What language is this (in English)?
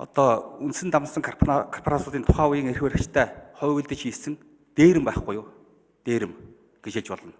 Mongolian